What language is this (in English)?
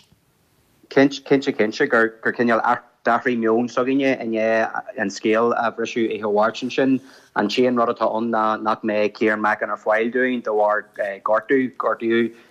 Irish